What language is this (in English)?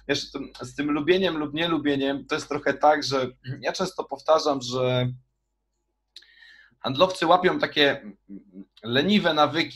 Polish